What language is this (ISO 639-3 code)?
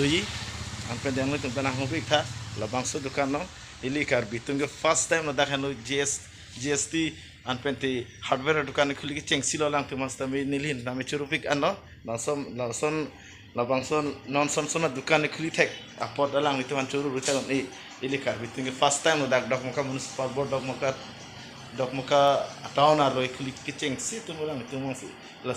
mjw